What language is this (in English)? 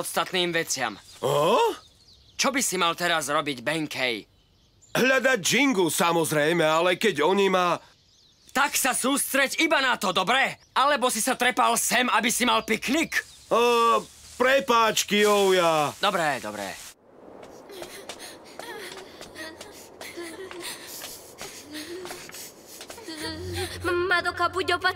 Slovak